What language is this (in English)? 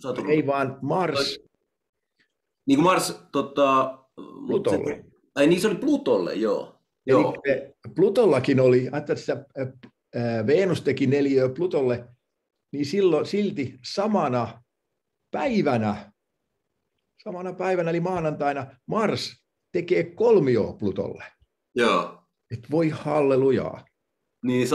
Finnish